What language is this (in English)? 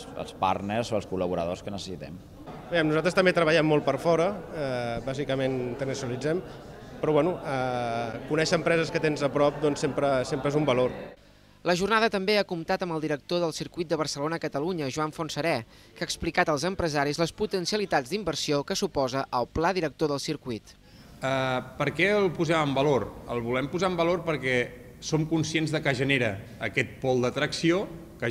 Catalan